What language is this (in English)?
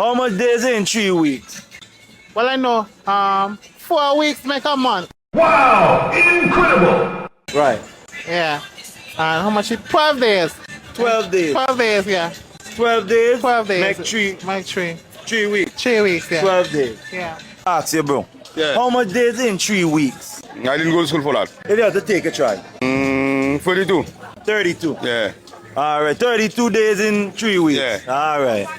Jamaican Creole English